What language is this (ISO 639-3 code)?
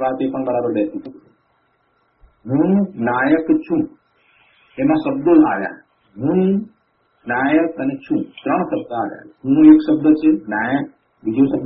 guj